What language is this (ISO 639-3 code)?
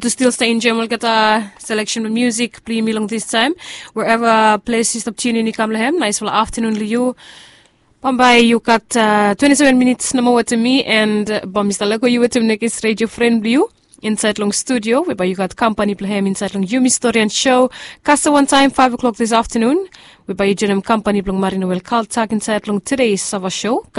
bis